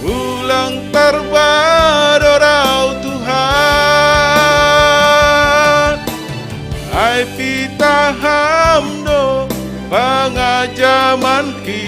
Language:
Batak Simalungun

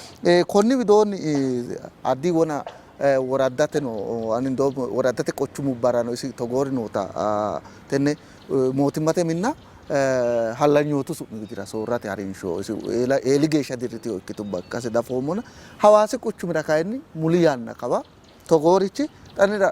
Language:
Sidamo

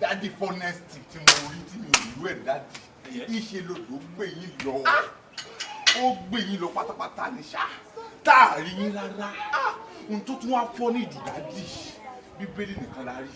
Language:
Yoruba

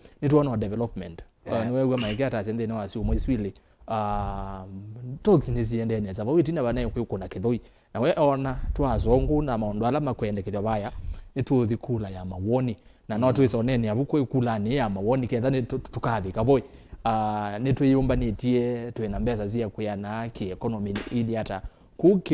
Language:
Kamba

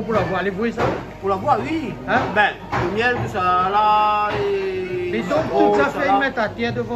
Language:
Réunion Creole French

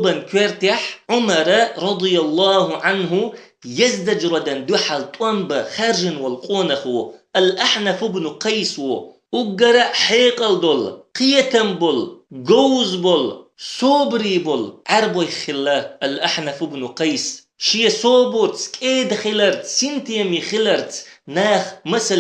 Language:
Chechen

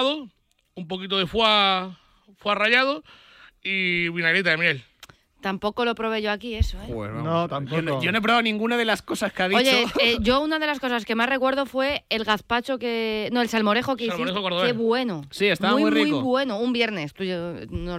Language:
Spanish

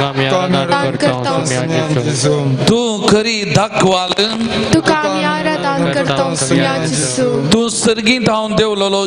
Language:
Konkani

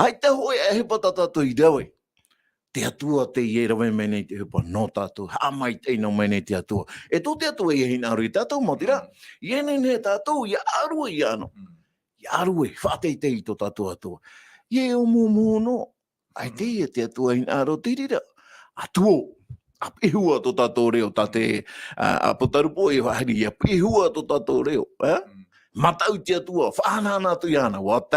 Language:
Tahitian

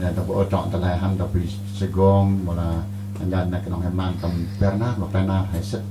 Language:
Central Mnong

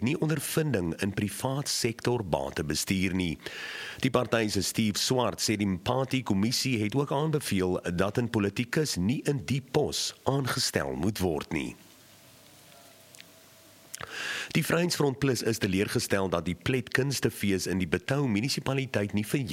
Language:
Afrikaans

